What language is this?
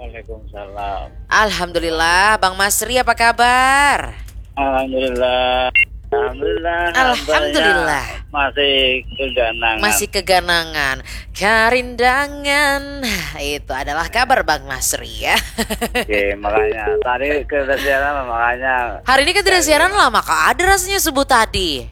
Banjar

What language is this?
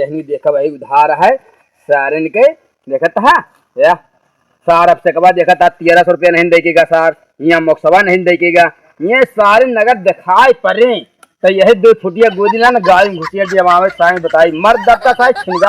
Awadhi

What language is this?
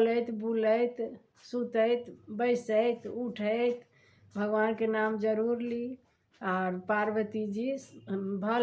Maithili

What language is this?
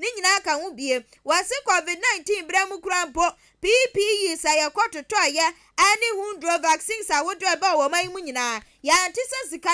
Akan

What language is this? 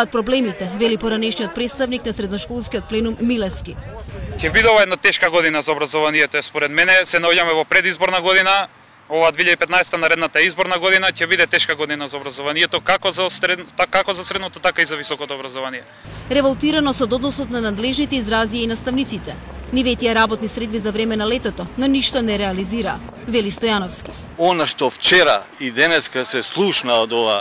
Macedonian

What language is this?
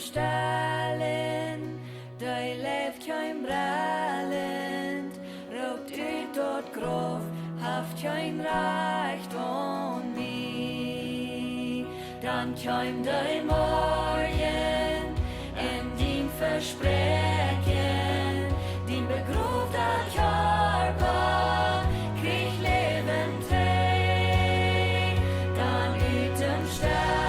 Plautdietsch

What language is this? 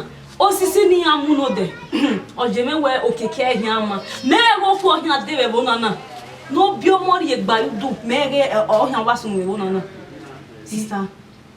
Bini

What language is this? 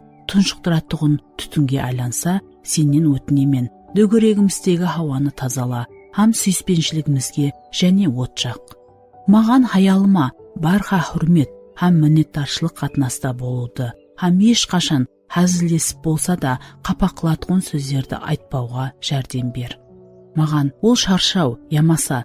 Kara-Kalpak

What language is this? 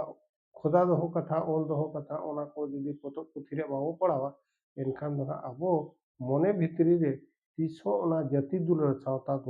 Santali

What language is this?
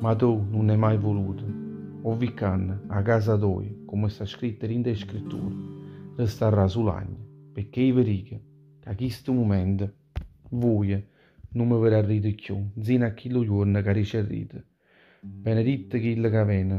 Neapolitan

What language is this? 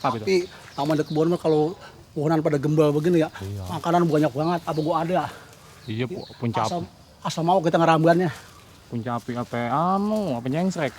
Betawi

